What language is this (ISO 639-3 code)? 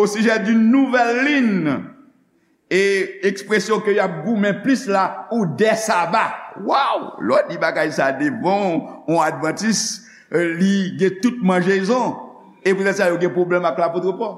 hat